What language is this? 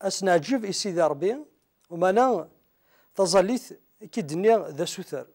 Kabyle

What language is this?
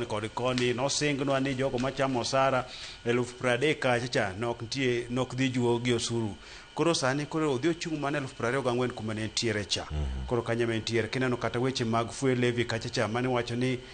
Luo (Kenya and Tanzania)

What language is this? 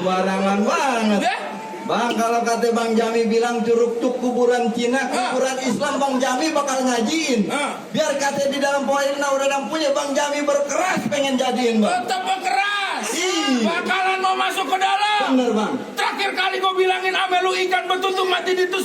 Betawi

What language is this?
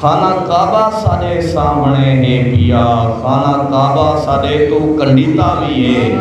Saraiki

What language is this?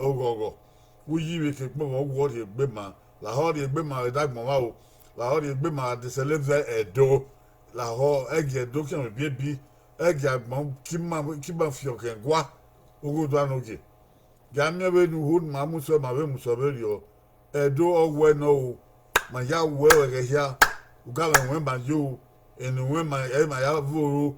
Bini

